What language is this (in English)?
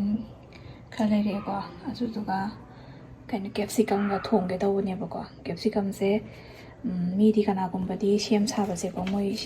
Manipuri